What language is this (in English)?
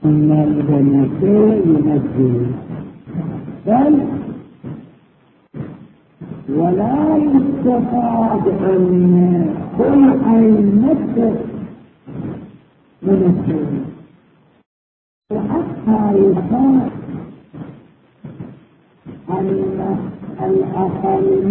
Arabic